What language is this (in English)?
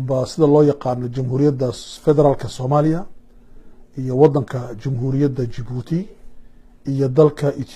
Somali